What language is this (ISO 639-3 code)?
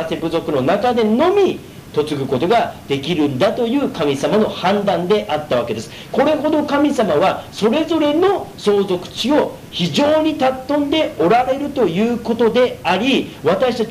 jpn